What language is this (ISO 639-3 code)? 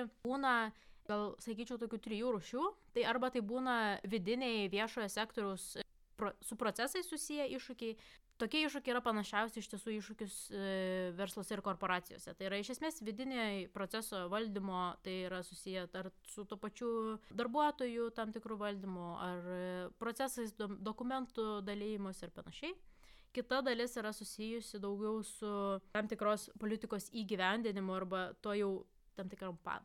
lit